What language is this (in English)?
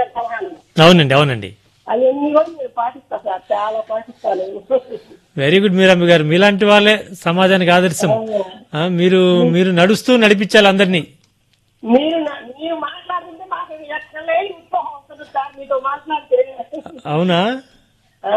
Telugu